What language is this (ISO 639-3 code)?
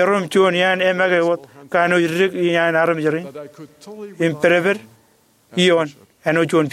mah